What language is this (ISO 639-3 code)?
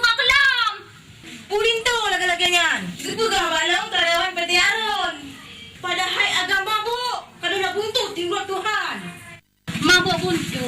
ace